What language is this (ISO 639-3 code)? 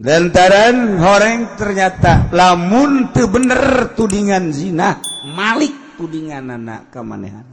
sun